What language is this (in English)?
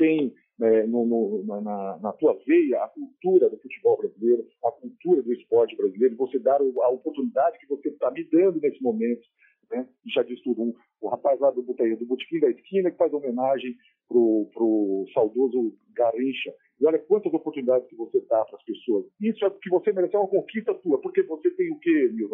Portuguese